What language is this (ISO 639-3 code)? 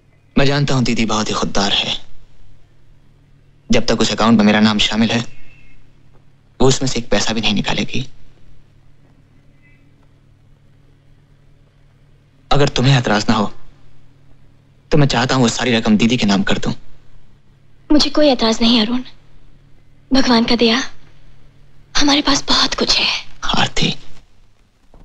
hin